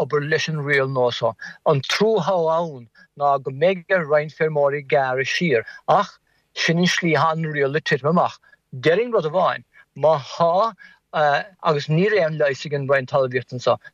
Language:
Irish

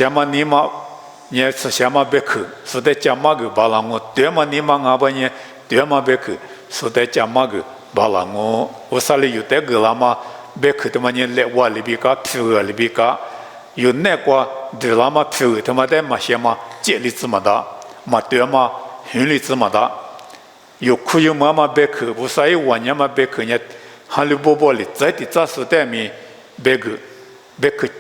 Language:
Lisu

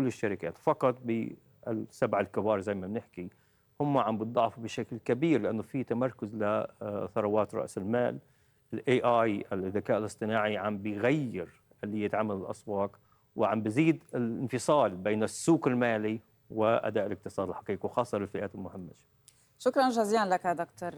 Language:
North Levantine Arabic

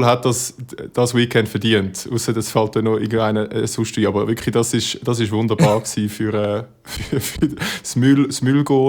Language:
Swiss German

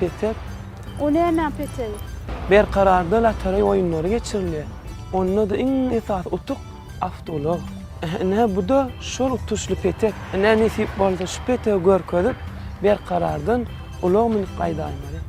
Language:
Turkmen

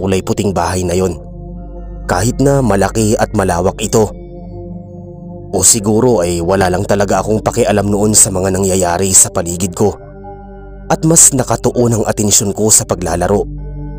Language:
Filipino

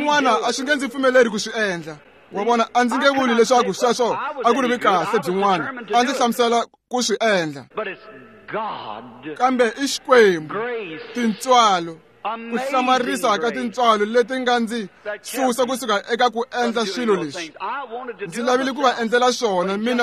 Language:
Tsonga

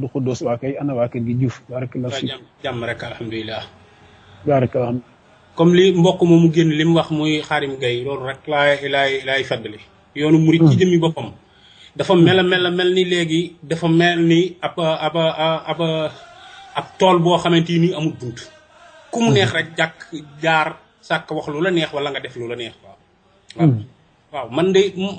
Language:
Wolof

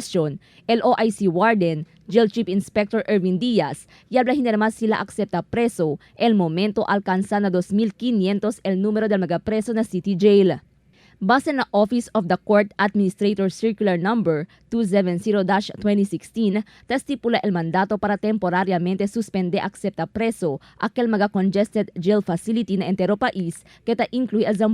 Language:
Chavacano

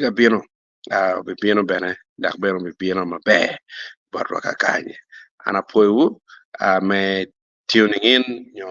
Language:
Acoli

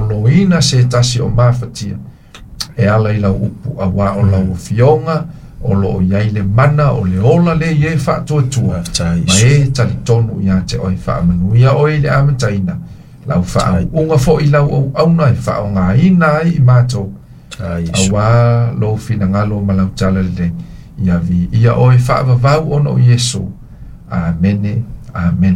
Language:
Samoan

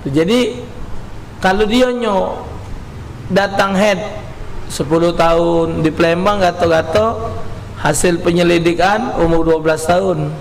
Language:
Musi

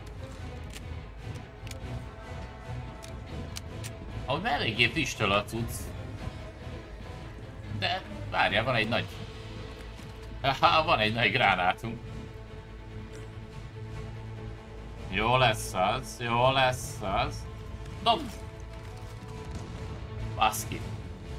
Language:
Hungarian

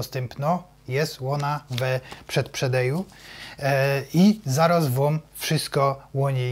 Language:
Silesian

